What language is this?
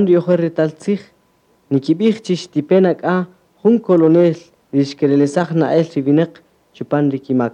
Kaqchikel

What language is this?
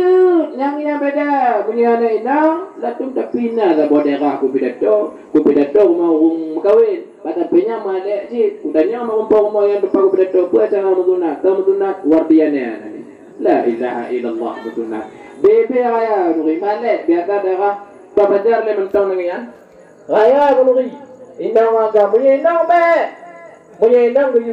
Achinese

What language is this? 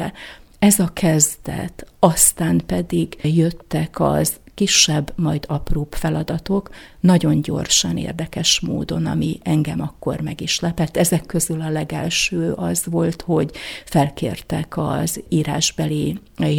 Hungarian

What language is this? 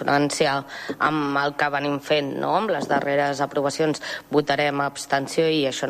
Catalan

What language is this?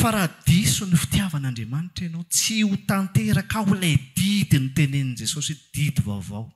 Malagasy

